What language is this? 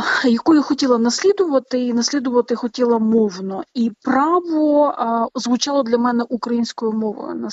Ukrainian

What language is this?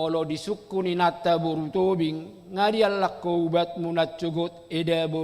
Batak Toba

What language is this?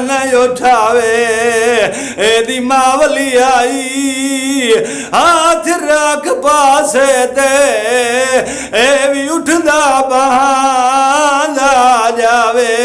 Saraiki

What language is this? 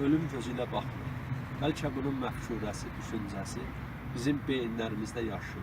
South Azerbaijani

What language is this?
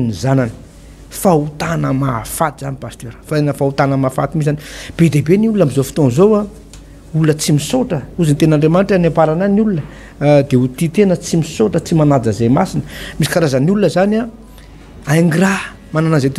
Malagasy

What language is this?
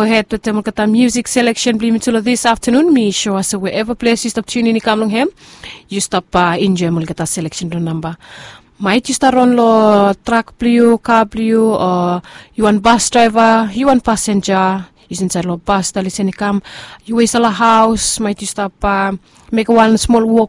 Bislama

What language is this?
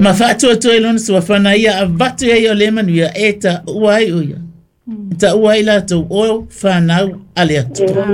Samoan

